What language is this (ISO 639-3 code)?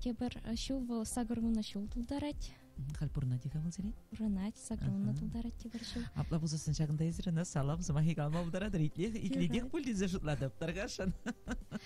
chv